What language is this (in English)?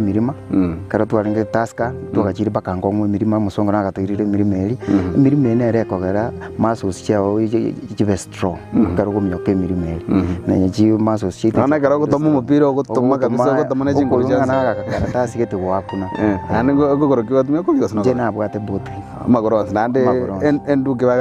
Gusii